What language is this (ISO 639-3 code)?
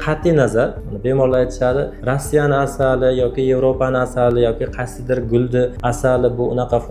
uzb